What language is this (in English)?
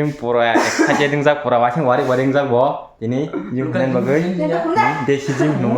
Kok Borok